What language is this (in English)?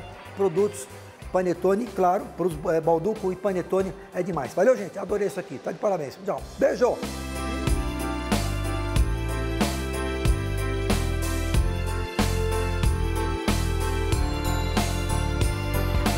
Portuguese